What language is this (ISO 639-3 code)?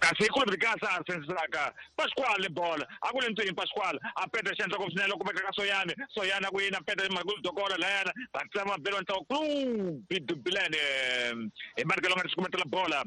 tso